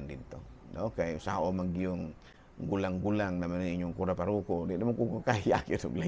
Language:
Cebuano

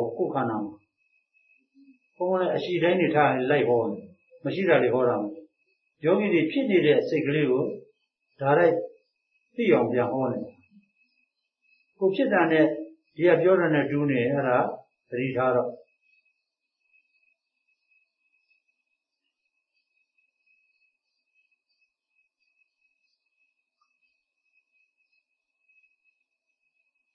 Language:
Burmese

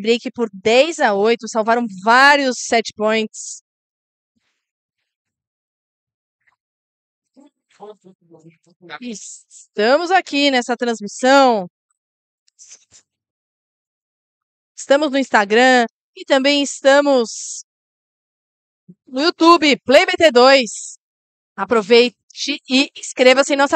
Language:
Portuguese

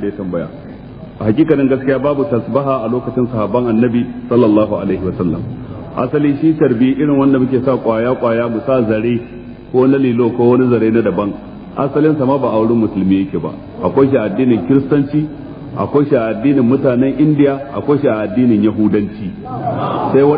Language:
Hausa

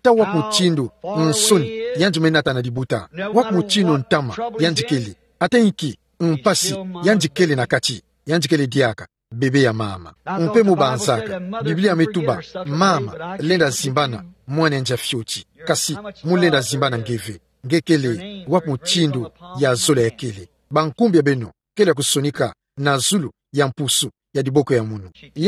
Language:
Kituba (Democratic Republic of Congo)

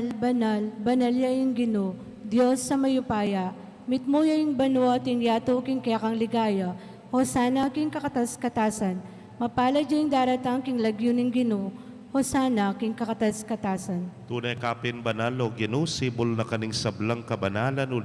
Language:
Pampanga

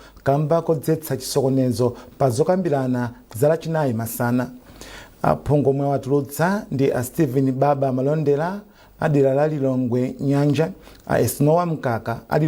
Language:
Nyanja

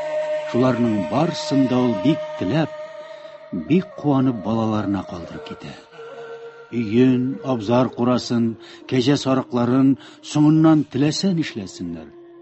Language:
Tatar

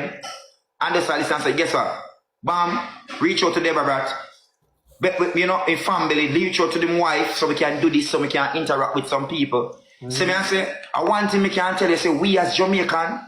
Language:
Jamaican Creole English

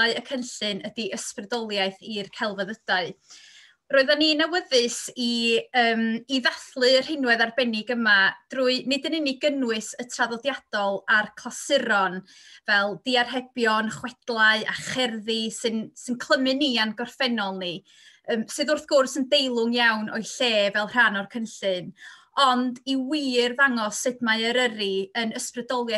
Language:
Welsh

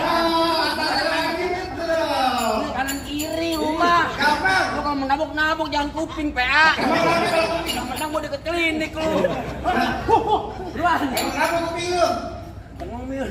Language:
Betawi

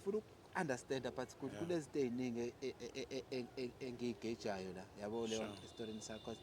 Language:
Zulu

